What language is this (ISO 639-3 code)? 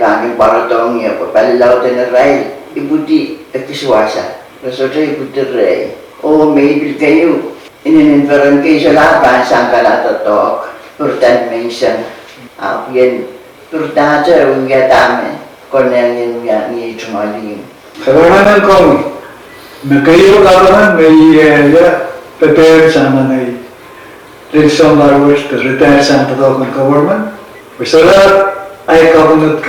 pon